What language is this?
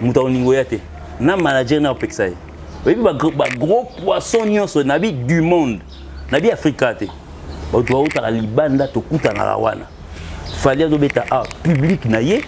Lingala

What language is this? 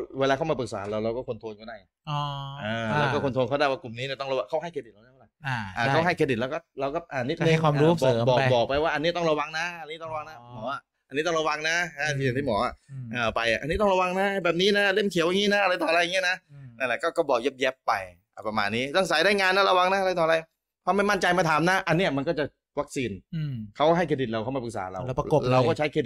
Thai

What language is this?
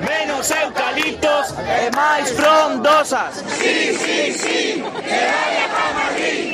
Galician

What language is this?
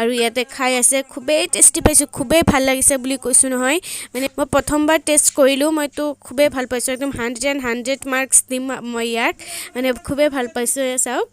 Assamese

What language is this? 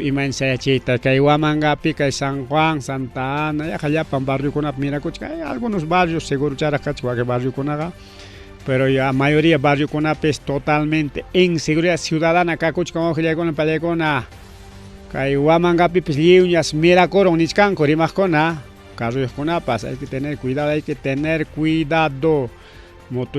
Ayacucho Quechua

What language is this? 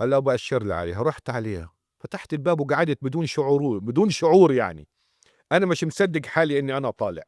North Levantine Arabic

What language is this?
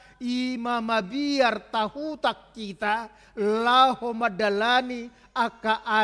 Batak Toba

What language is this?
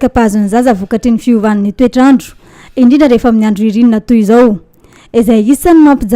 Malagasy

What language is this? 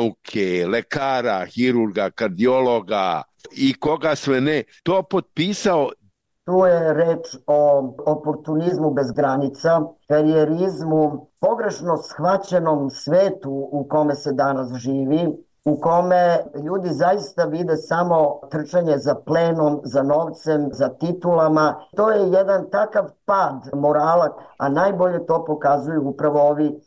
Serbian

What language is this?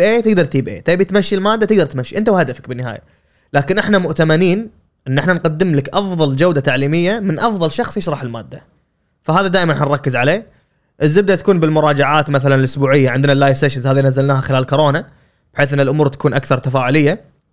Gulf Arabic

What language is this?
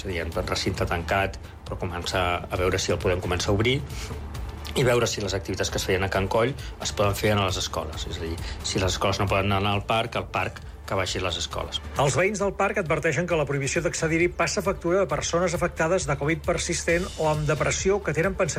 Catalan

